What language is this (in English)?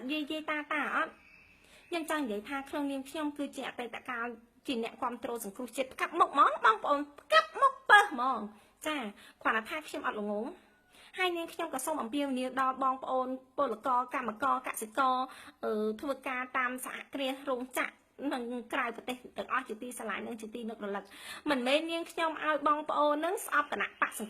Khmer